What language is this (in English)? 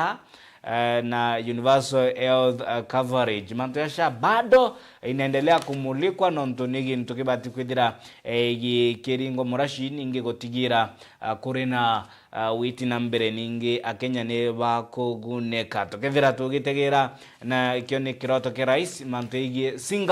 Meru